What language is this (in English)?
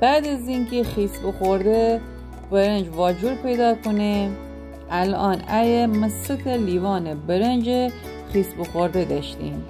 Gilaki